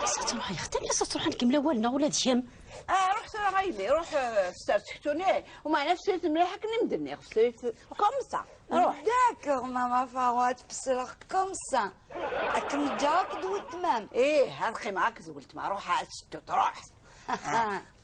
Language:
Kabyle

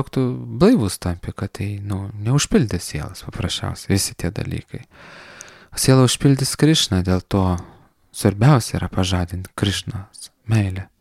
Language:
Lithuanian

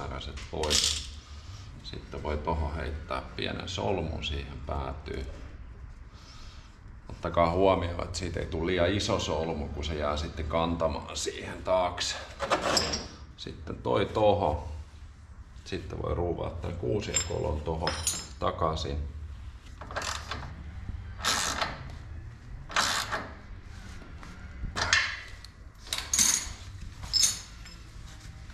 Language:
Finnish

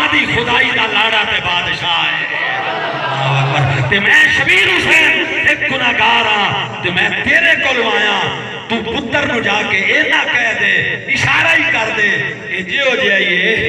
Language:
Saraiki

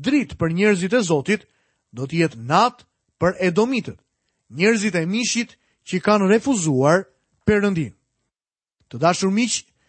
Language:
Albanian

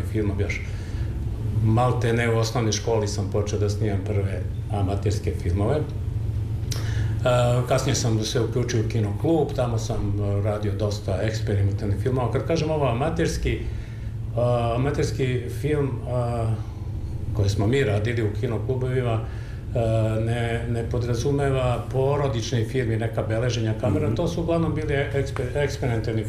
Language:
Serbian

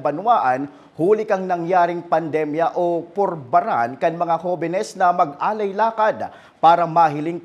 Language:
Bikol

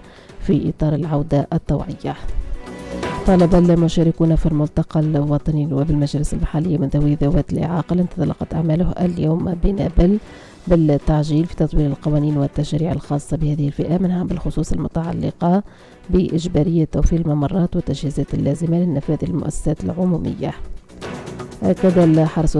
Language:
Tunisian Arabic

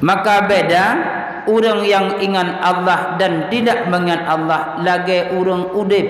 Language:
Achinese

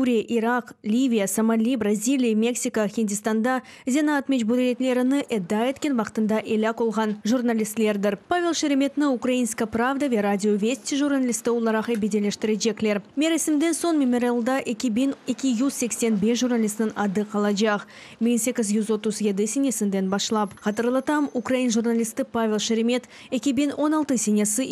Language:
Crimean Tatar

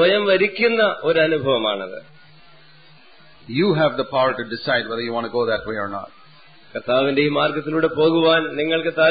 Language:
Malayalam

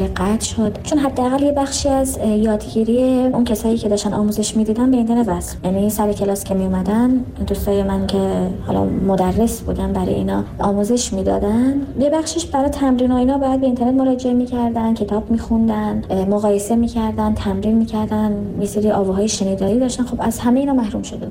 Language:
Persian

